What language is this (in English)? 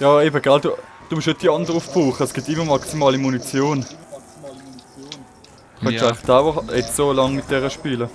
Swiss German